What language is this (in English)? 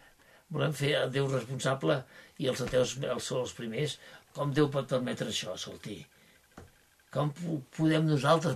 Catalan